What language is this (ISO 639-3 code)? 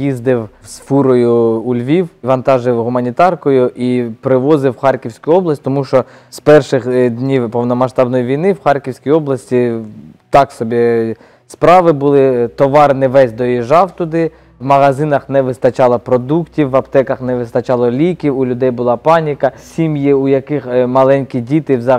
ukr